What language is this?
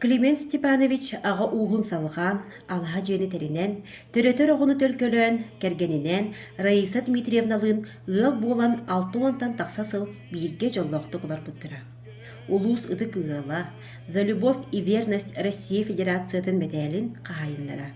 Yakut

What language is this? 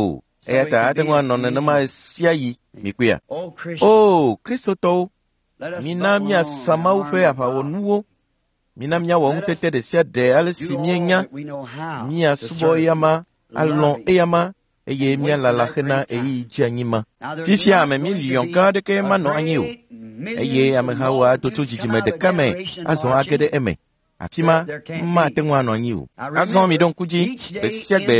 Ewe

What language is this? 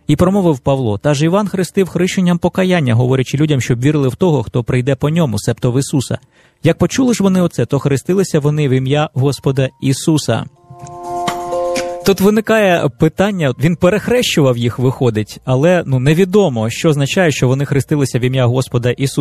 Ukrainian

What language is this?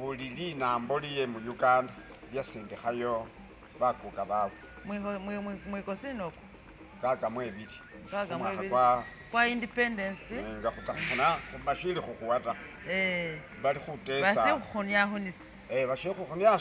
Masaaba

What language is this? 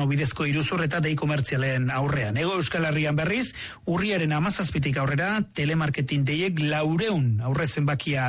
Basque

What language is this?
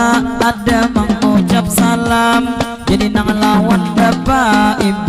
Banjar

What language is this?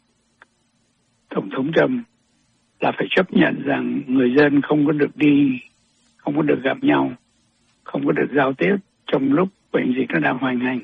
Vietnamese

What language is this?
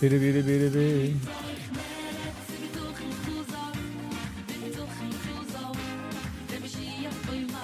Yiddish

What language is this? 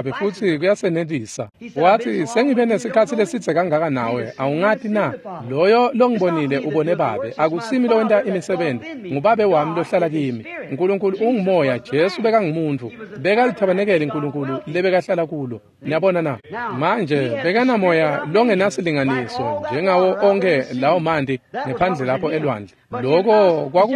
Swati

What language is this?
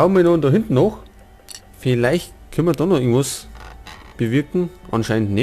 Bavarian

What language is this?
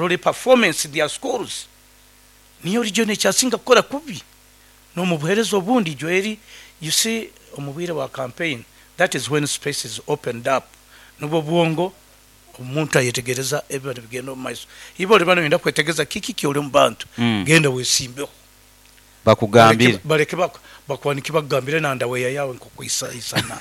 Nyoro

